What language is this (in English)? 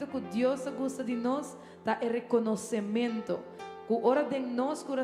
Papiamento